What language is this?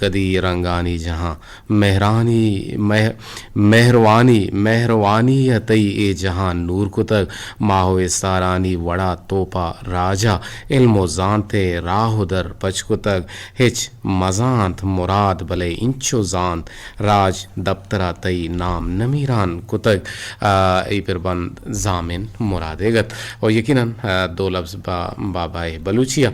Eastern Balochi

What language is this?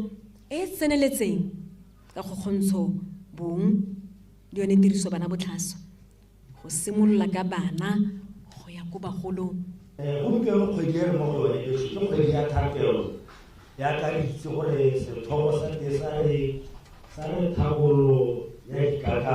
Tswana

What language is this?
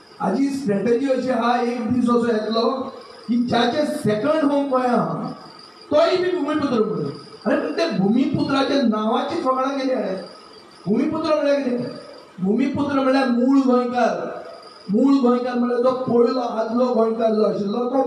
Konkani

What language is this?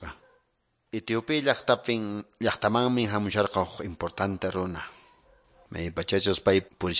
Quechua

